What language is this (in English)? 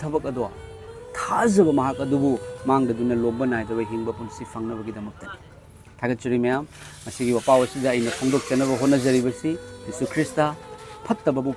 Manipuri